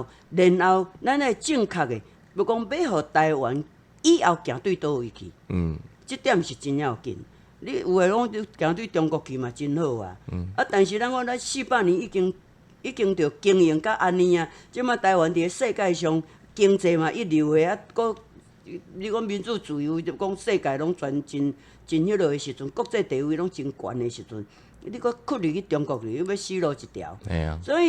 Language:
Min Nan Chinese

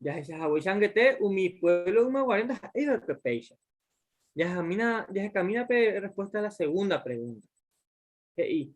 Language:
Guarani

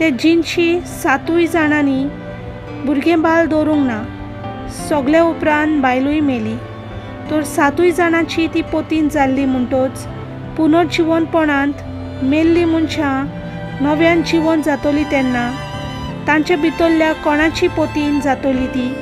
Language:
Konkani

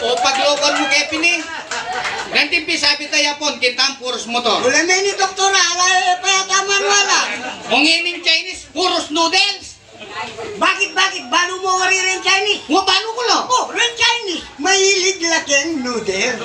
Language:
Pampanga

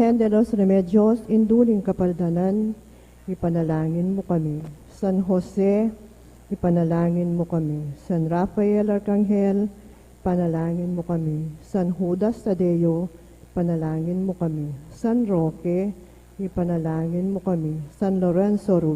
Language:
Pampanga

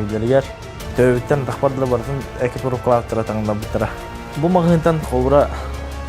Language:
Yakut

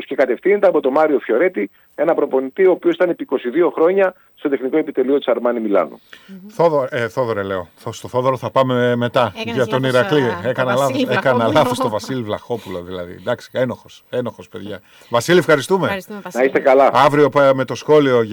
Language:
Greek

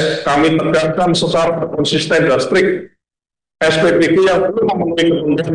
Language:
Indonesian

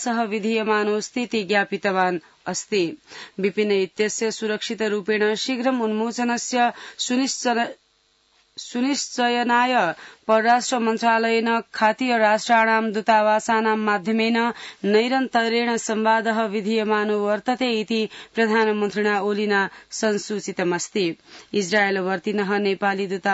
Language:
Sanskrit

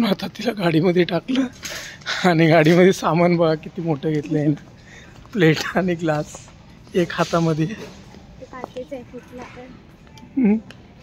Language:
Marathi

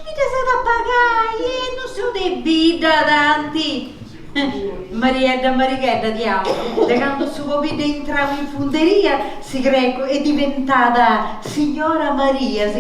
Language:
Sardinian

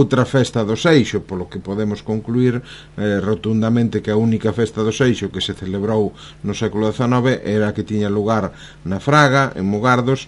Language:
Galician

